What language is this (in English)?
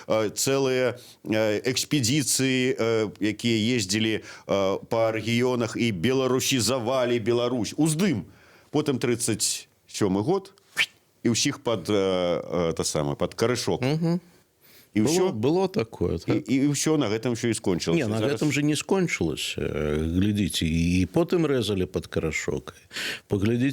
Belarusian